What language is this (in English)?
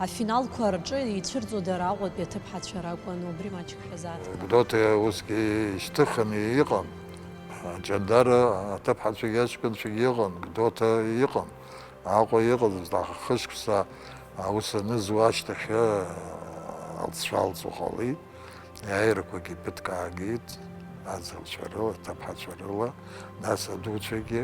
Abkhazian